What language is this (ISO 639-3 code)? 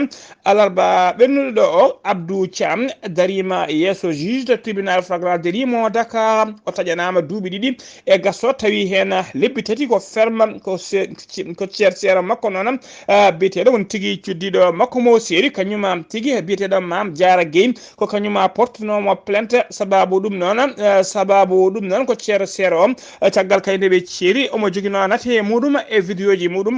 ful